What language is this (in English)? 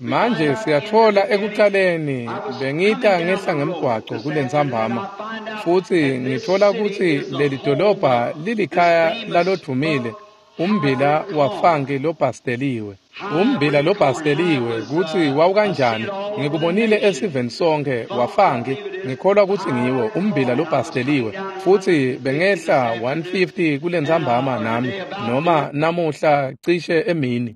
Swati